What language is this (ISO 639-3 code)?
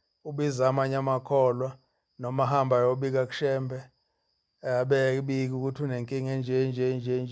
zul